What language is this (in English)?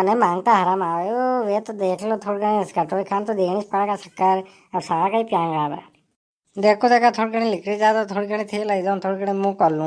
Rajasthani